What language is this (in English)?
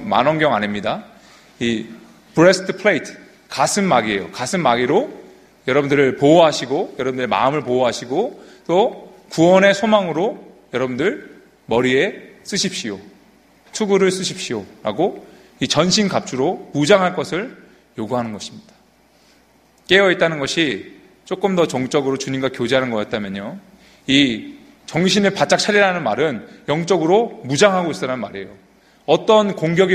Korean